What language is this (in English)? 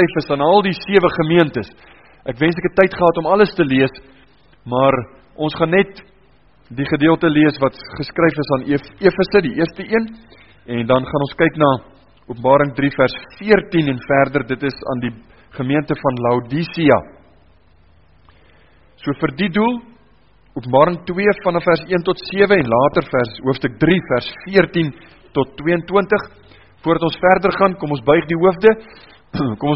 Afrikaans